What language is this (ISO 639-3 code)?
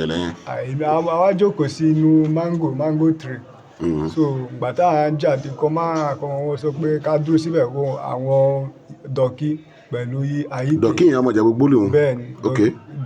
yor